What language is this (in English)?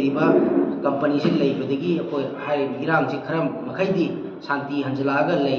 Manipuri